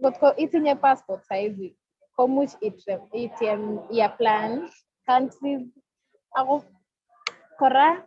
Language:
Kalenjin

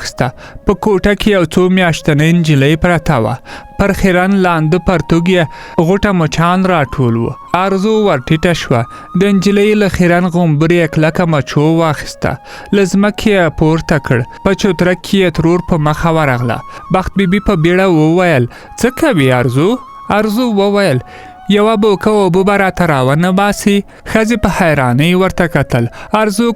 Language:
Pashto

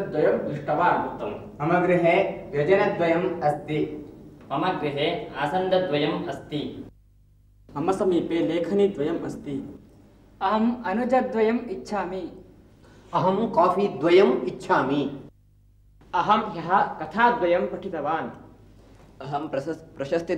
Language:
Sanskrit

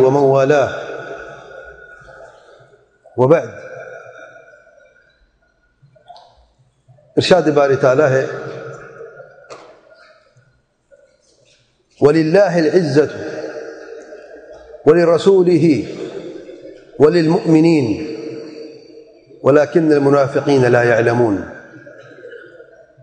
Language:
Urdu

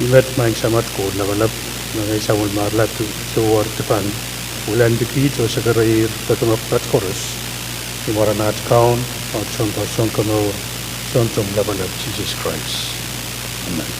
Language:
Pohnpeian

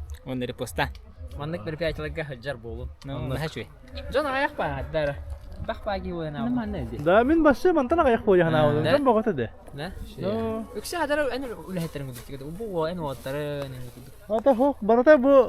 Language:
Yakut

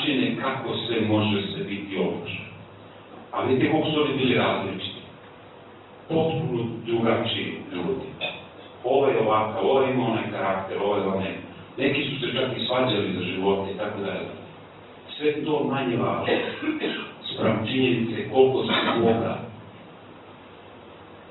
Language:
Serbian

